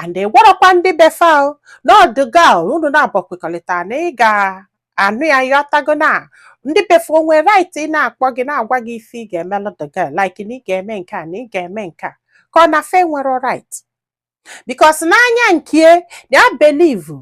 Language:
Igbo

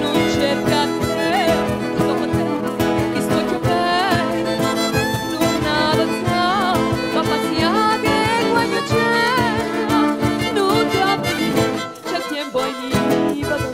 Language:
Neapolitan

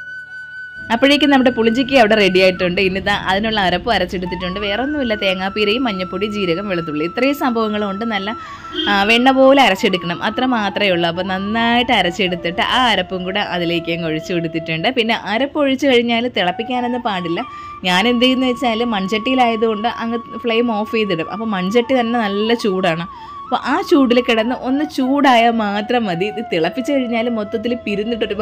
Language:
Malayalam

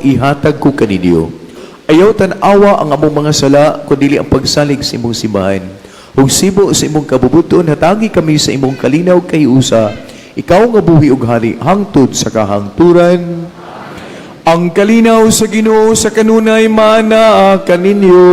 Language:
Cebuano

